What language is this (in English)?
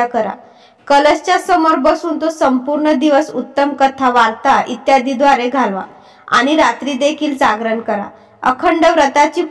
Marathi